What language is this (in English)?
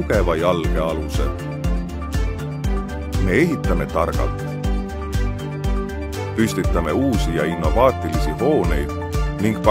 Estonian